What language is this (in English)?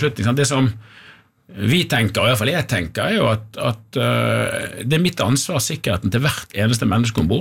Norwegian